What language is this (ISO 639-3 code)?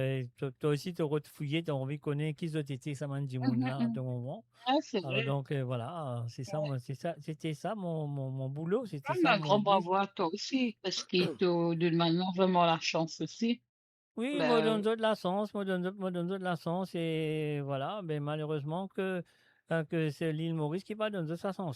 mfe